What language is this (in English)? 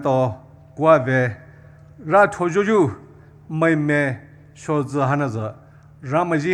Poumei Naga